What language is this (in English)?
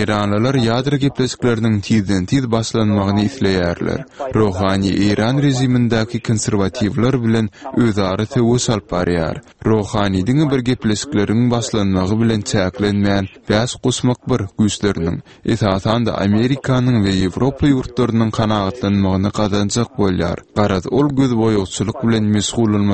Turkmen